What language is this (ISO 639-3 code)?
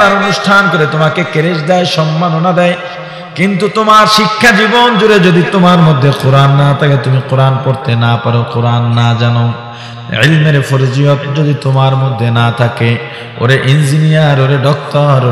ben